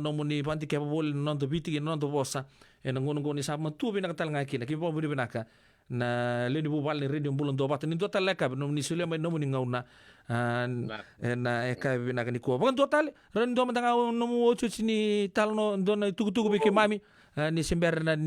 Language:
Fijian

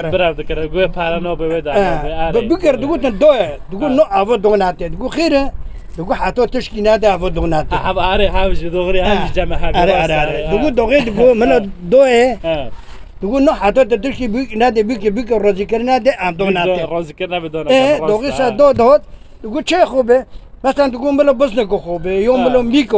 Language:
Kurdish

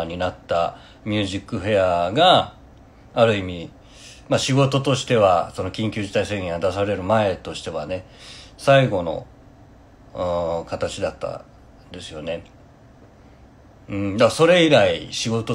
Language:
Japanese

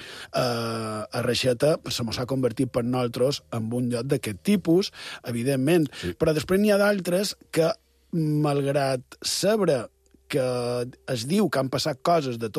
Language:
Catalan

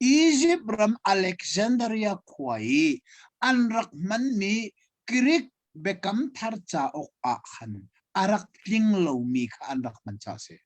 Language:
Hakha Chin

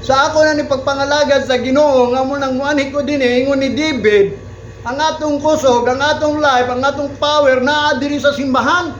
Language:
Cebuano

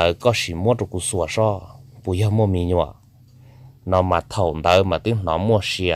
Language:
Hmong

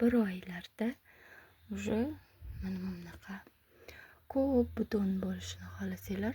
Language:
Uzbek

